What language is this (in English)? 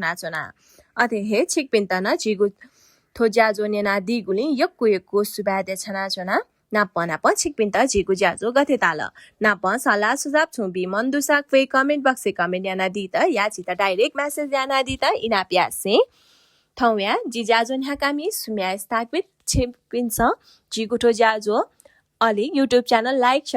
Newari